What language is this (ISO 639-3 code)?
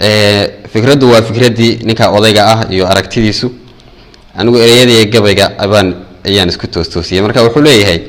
som